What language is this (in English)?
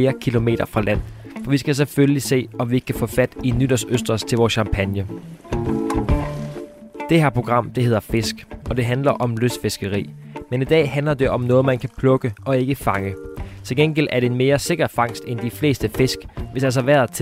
Danish